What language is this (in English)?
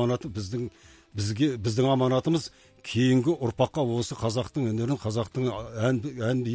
Kazakh